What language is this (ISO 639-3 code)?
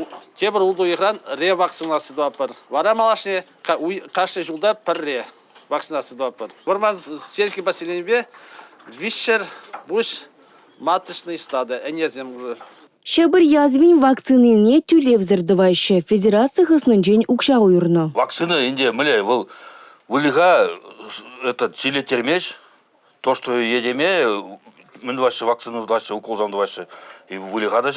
chv